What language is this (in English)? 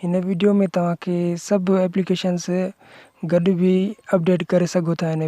Sindhi